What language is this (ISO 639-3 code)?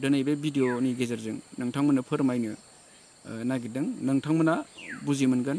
brx